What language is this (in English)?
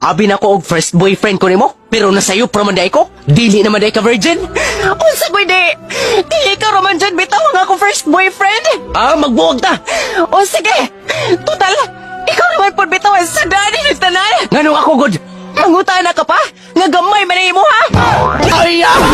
Cebuano